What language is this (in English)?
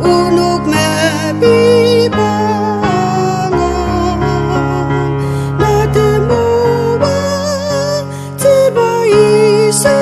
Ao Naga